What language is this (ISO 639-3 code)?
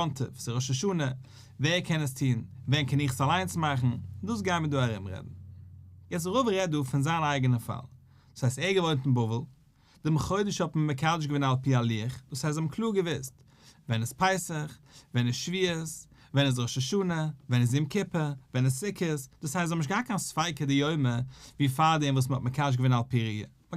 yid